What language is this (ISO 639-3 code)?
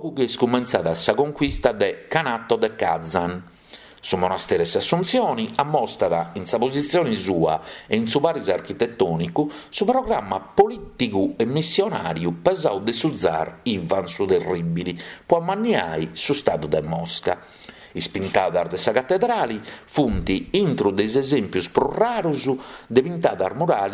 srd